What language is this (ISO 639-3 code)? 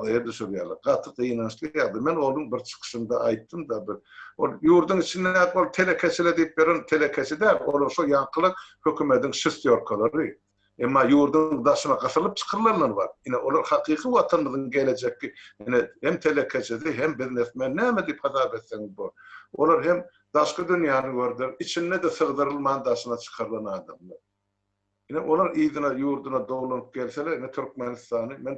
tuk